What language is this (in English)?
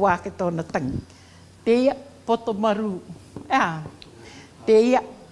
Rarotongan